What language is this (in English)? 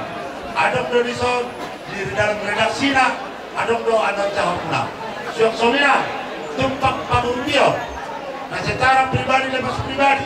Batak Toba